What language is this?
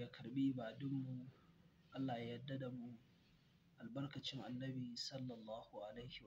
Hausa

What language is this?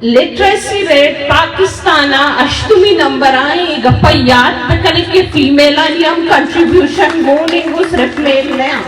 Eastern Balochi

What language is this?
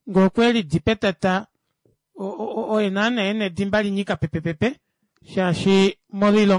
Kuanyama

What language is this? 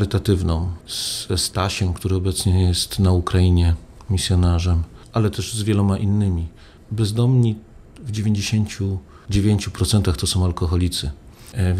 Polish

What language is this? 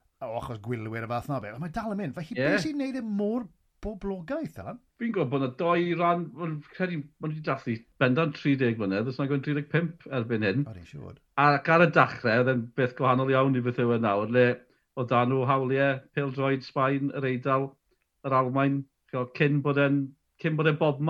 Welsh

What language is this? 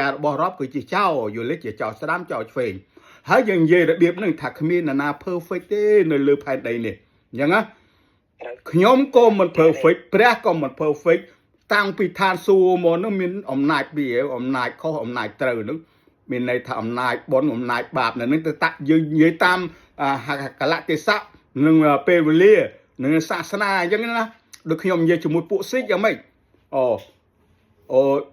Khmer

